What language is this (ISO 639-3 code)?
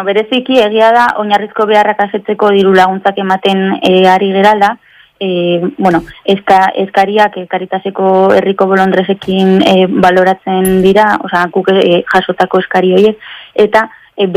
eus